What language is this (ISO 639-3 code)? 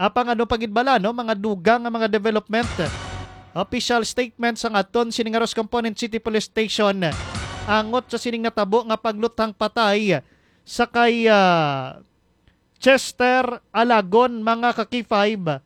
hil